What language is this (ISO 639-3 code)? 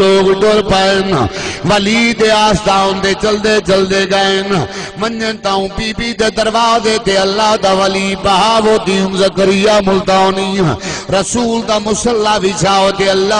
skr